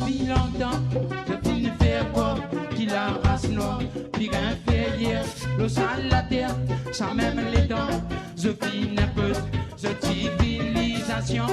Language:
Morisyen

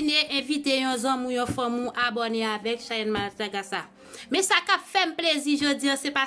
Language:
Haitian Creole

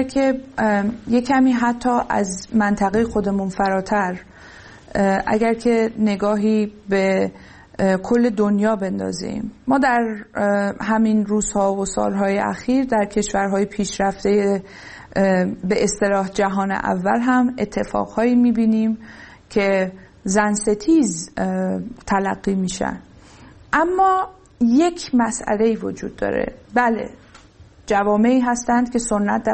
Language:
Persian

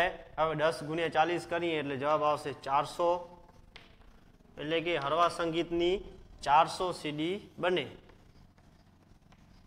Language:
Gujarati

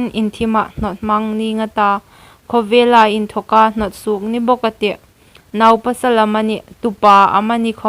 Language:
Hmar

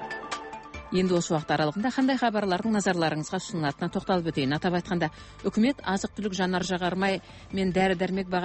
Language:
Kazakh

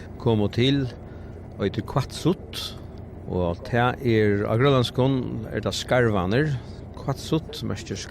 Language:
Faroese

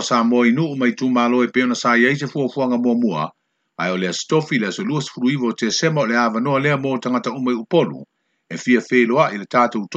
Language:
Samoan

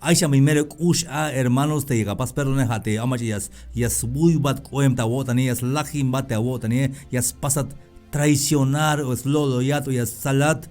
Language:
Tzeltal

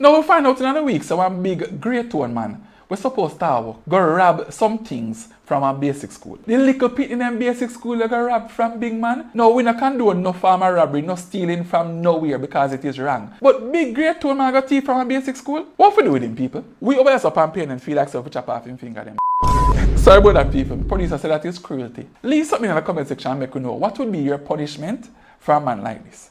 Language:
Jamaican Creole English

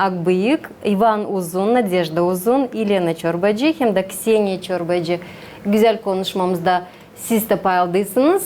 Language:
Gagauz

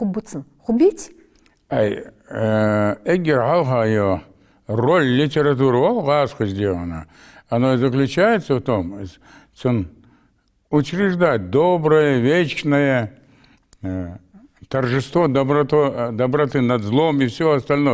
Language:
Ingush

